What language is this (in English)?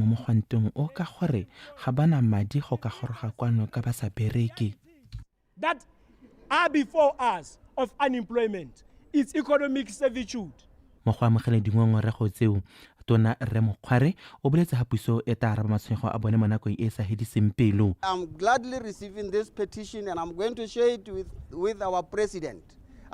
Tswana